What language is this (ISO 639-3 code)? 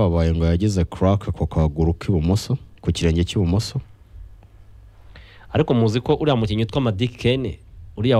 kin